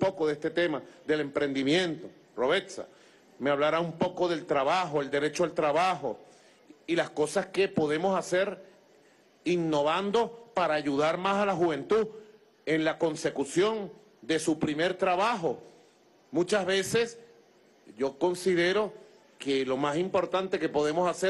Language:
Spanish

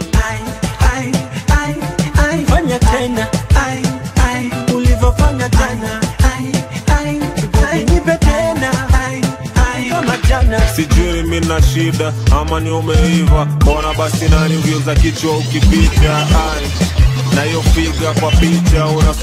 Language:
Swahili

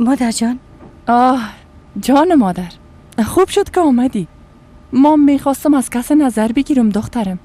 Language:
Persian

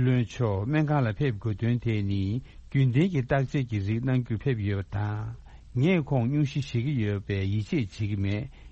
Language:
Tibetan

